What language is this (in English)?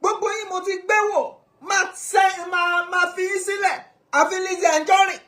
Yoruba